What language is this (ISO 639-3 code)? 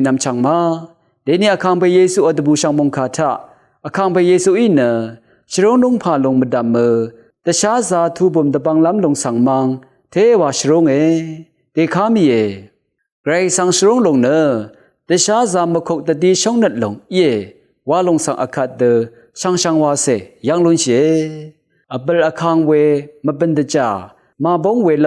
raw